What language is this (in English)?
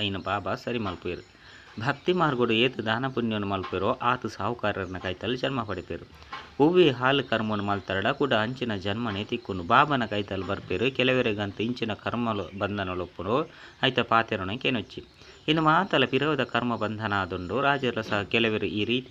Tulu